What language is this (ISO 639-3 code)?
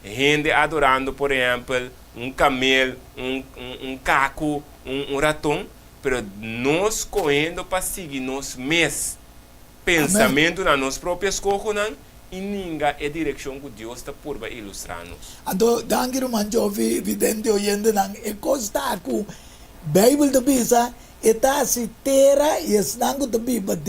pap